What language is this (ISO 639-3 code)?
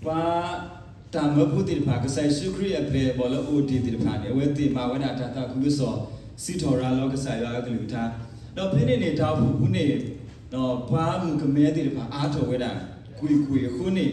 ksw